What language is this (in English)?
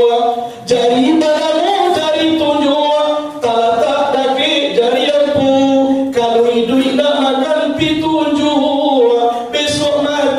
Minangkabau